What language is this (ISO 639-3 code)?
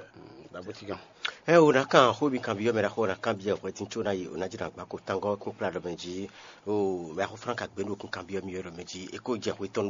fon